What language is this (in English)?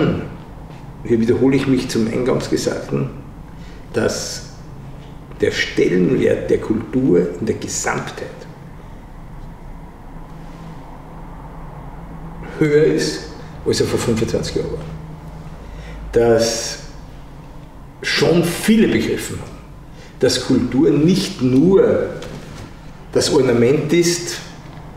German